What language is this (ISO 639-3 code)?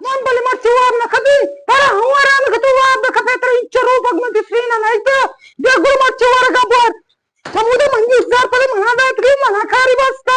bgp